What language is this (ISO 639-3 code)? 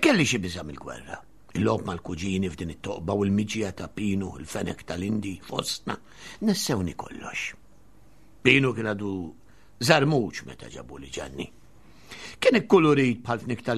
mlt